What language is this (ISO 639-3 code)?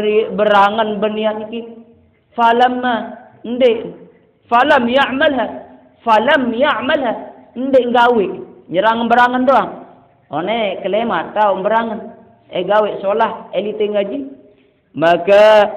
sas